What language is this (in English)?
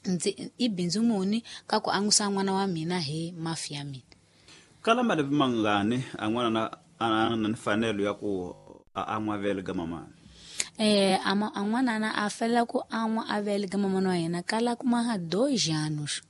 Tsonga